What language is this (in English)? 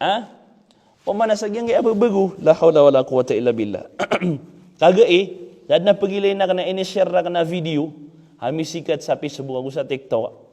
Maranao